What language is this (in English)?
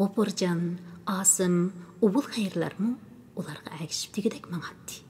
Uyghur